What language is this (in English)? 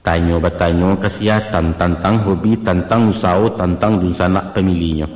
Minangkabau